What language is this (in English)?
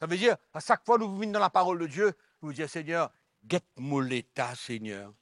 Morisyen